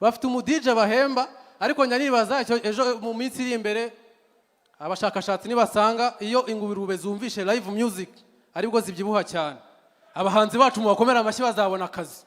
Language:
Kinyarwanda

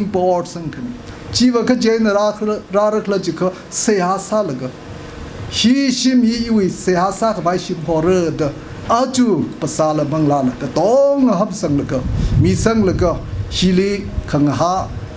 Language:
Tangkhul Naga (India)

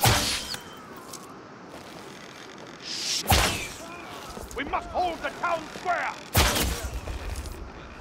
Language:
English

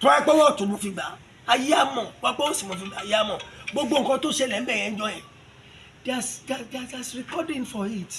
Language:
Yoruba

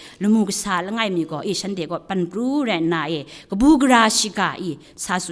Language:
Kachin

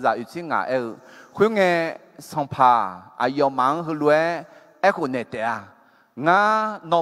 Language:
Akha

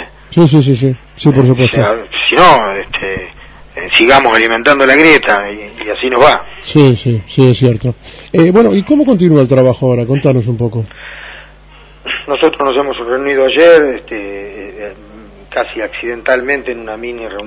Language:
Spanish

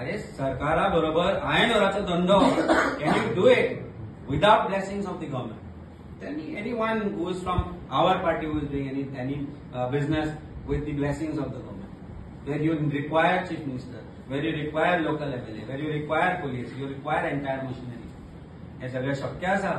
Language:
Konkani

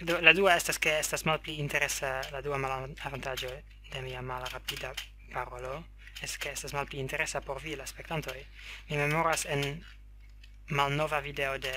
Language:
Esperanto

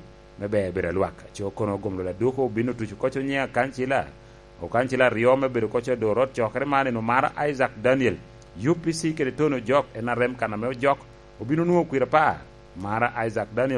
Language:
Lango (Uganda)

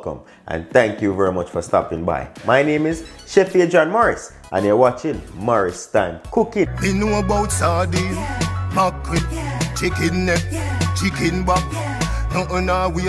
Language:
Jamaican Creole English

